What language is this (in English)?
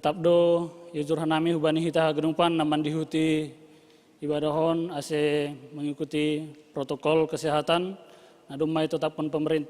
Batak Simalungun